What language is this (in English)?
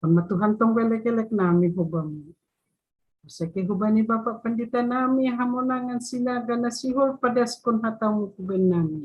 Batak Simalungun